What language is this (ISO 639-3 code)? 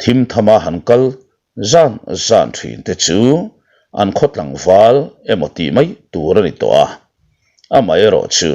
lus